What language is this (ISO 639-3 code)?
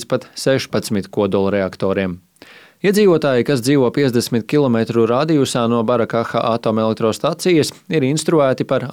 lav